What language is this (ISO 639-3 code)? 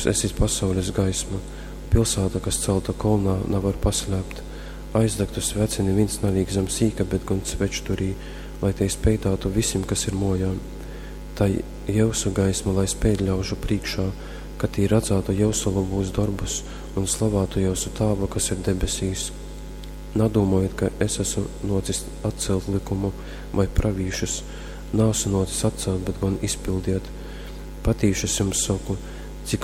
ltg